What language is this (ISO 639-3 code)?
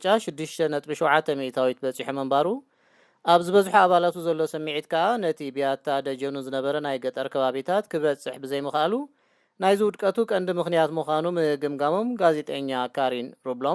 tir